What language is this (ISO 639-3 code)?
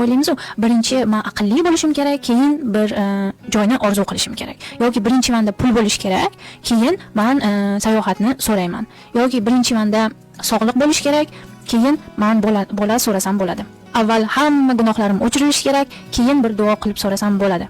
uzb